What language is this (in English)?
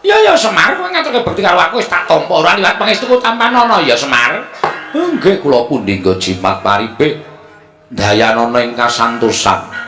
Javanese